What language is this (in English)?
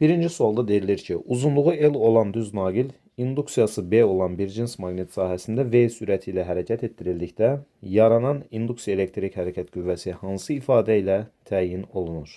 Azerbaijani